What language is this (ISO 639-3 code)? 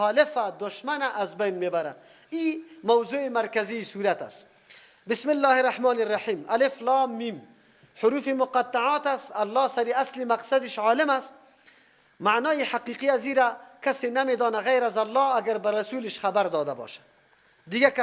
fas